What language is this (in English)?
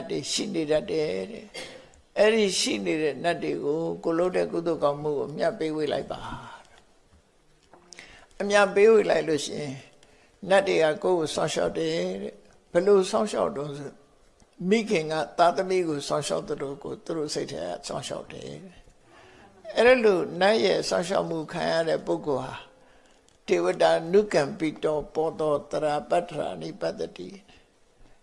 Burmese